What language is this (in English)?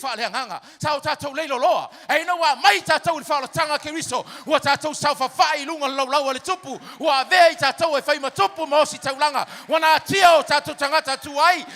Samoan